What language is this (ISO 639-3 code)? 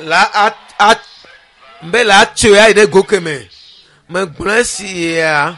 ewe